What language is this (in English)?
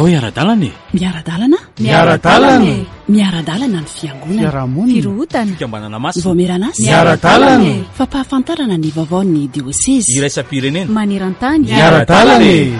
Malagasy